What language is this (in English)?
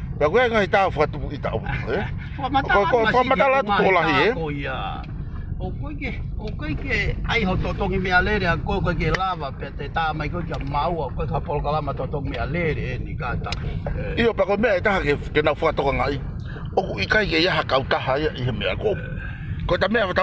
Tongan